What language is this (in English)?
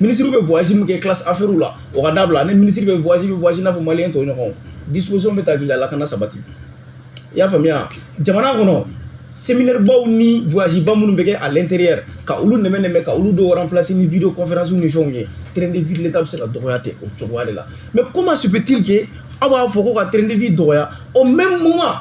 Bambara